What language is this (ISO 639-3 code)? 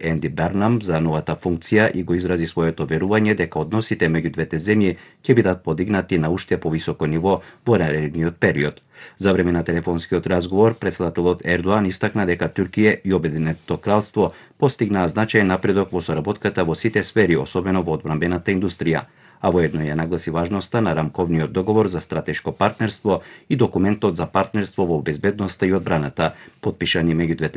mkd